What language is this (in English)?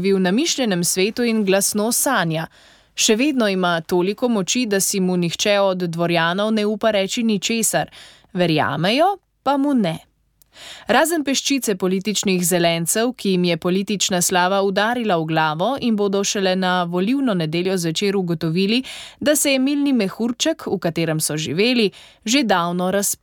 Slovenian